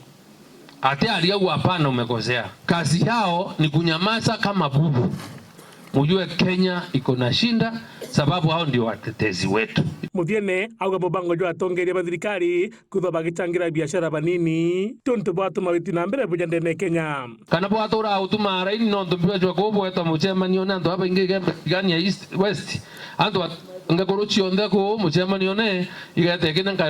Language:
Meru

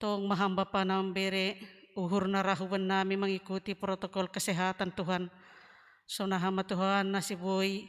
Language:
Batak Simalungun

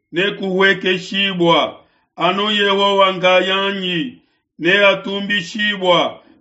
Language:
Luba-Lulua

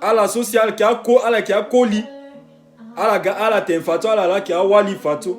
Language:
Sango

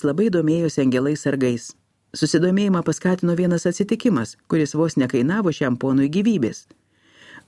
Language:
Lithuanian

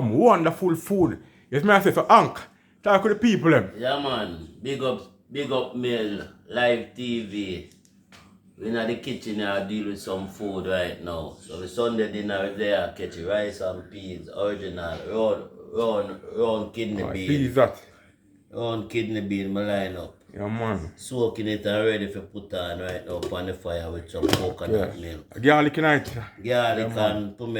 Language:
Jamaican Creole English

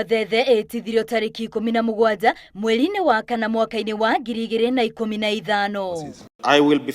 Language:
Kikuyu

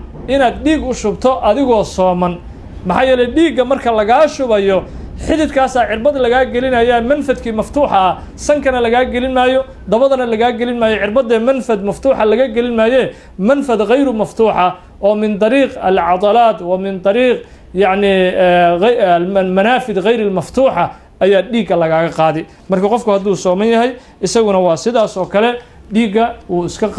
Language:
Somali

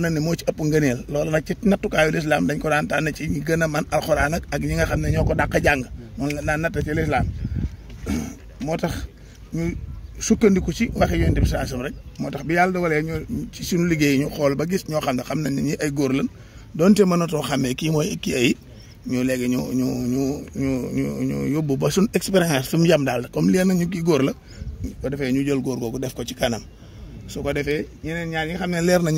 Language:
Wolof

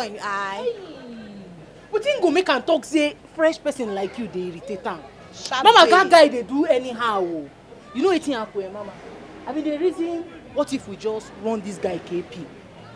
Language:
Nigerian Pidgin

